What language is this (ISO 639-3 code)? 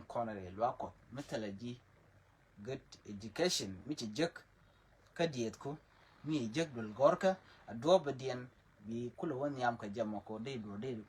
nus